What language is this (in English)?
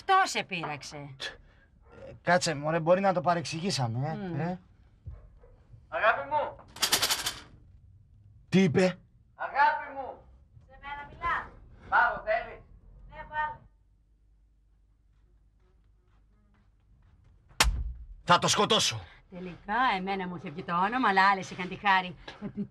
Greek